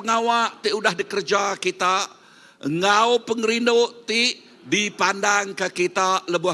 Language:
Iban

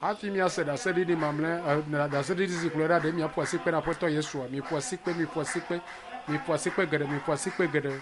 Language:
Ewe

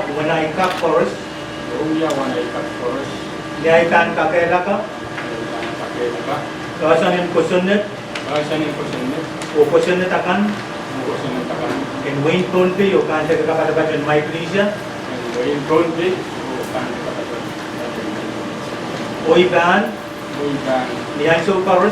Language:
Pohnpeian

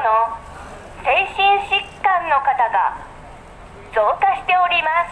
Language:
Japanese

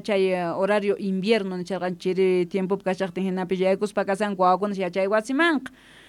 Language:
South Bolivian Quechua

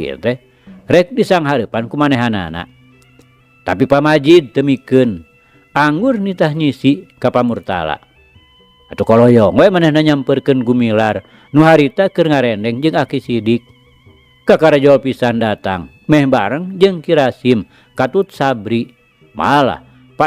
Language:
Sundanese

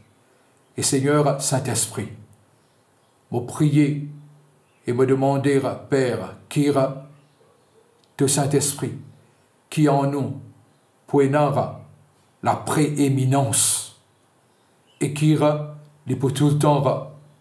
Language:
French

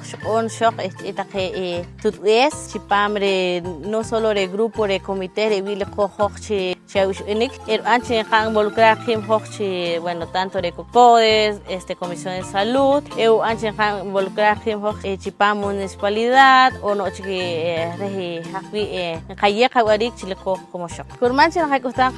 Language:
Poqomchi'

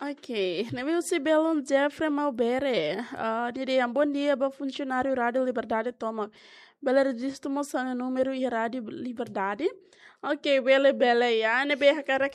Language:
Tetum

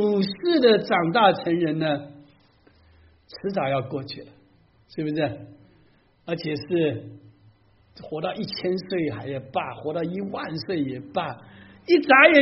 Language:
Chinese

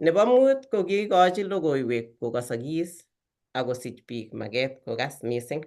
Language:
Kalenjin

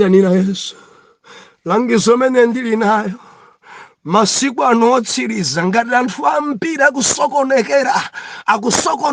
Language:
Nyanja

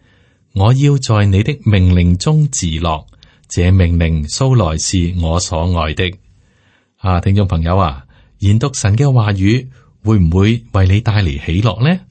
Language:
Cantonese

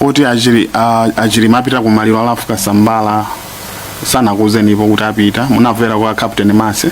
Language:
Nyanja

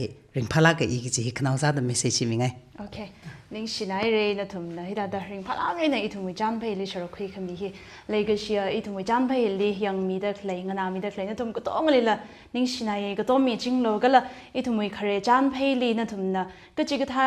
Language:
Tangkhul Naga (India)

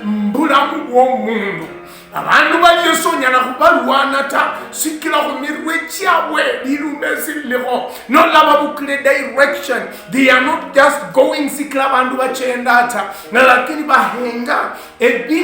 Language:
Luyia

